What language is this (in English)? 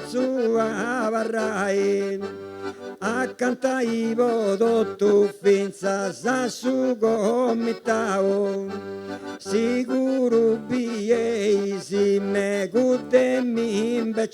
Sardinian